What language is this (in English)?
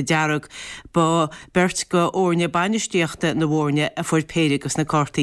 Irish